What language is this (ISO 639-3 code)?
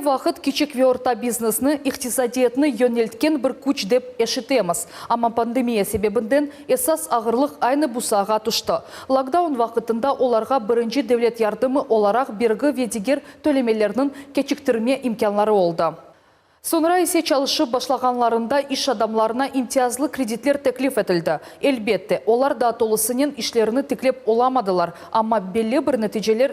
crh